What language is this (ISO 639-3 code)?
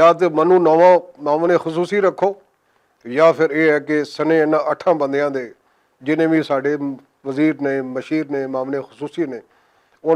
lah